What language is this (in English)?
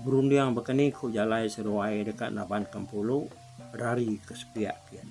Iban